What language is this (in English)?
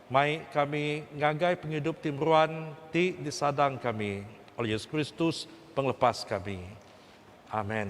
Iban